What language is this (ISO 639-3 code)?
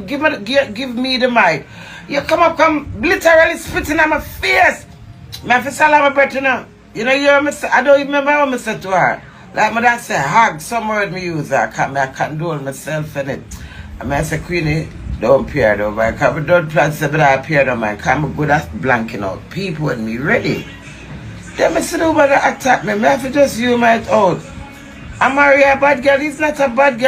jam